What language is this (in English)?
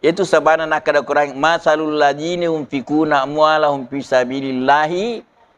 Buginese